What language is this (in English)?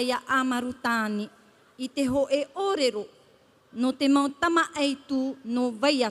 Tahitian